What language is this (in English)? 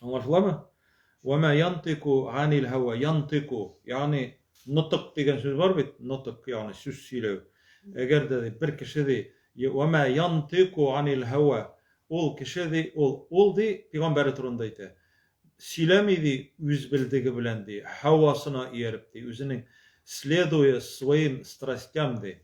Tatar